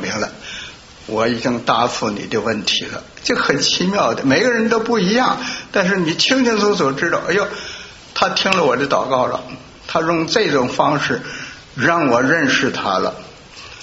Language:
Chinese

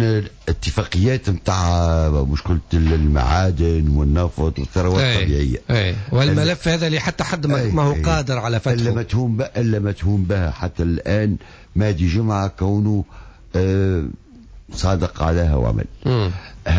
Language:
Tunisian Arabic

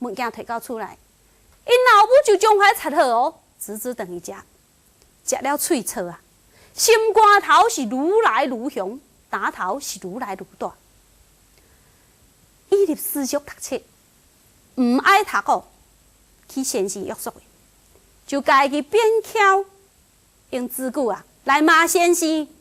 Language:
Min Nan Chinese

